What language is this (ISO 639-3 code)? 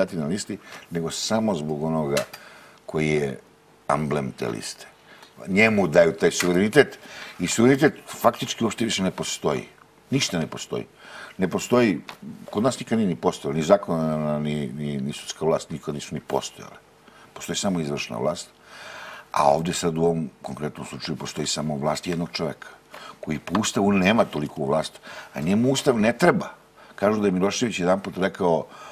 srp